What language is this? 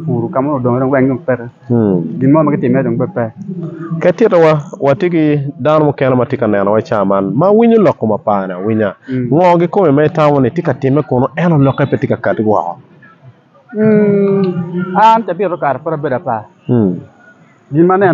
Acoli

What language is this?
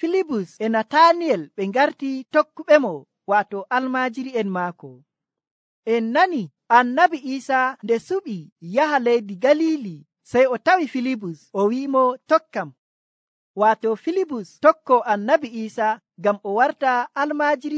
Nigerian Fulfulde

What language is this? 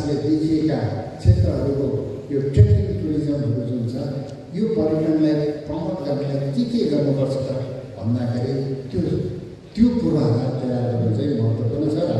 Nepali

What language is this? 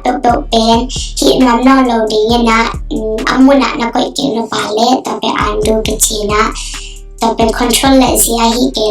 Tedim Chin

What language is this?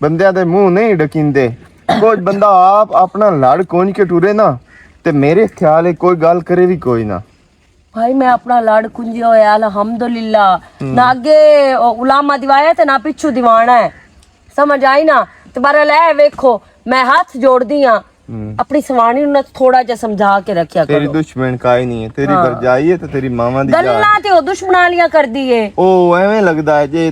Western Panjabi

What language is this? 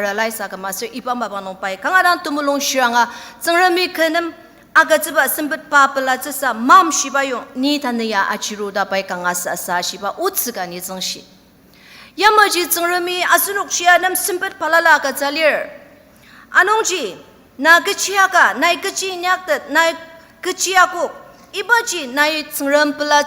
Ao Naga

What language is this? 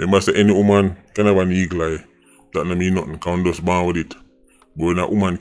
Jamaican Creole English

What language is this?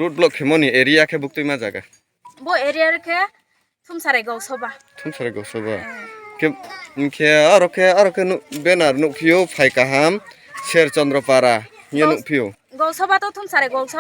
Riang (India)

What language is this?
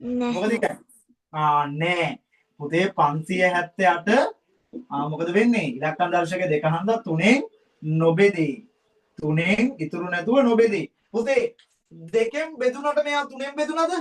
Sinhala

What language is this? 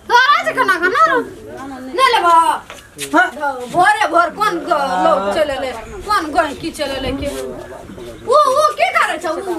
Maithili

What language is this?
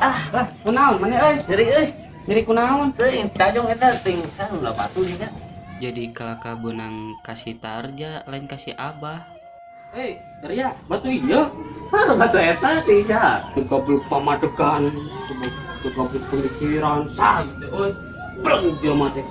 Sundanese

